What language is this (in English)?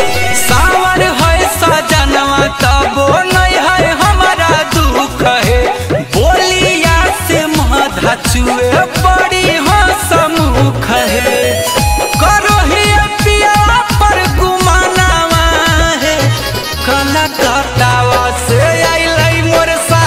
Bhojpuri